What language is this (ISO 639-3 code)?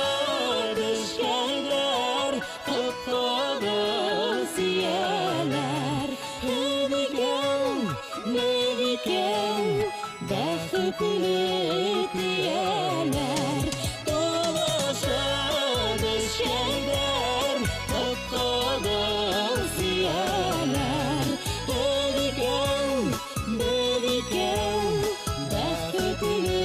bak